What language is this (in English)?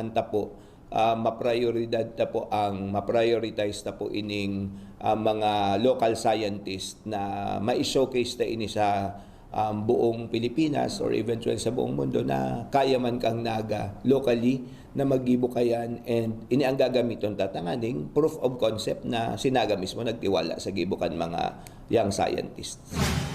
Bikol